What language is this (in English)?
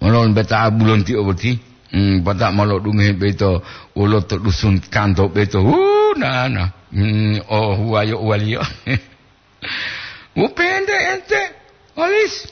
Gorontalo